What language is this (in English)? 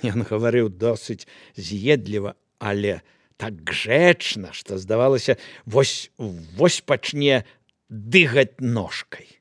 Belarusian